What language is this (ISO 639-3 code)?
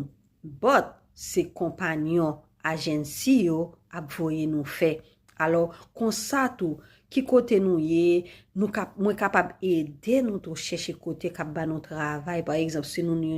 hat